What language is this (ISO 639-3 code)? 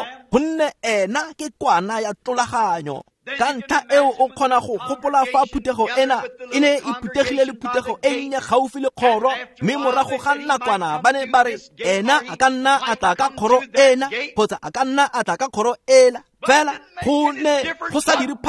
tsn